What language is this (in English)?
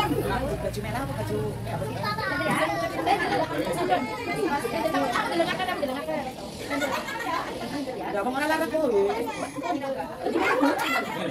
Indonesian